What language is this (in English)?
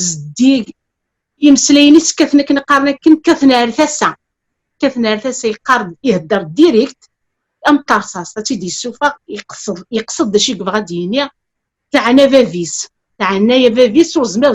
Kabyle